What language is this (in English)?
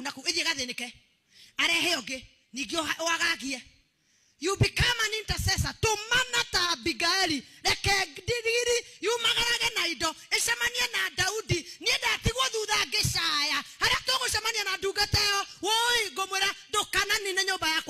Kikuyu